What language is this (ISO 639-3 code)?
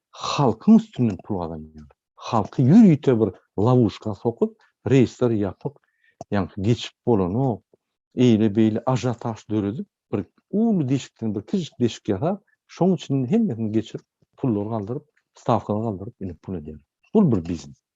tuk